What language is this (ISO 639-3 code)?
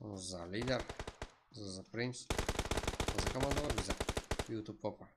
kaa